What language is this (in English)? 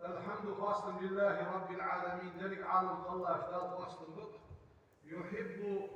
Ingush